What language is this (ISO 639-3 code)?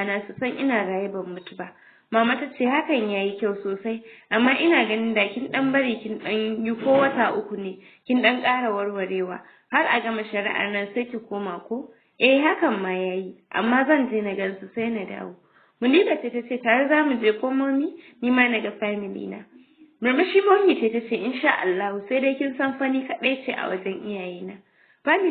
hau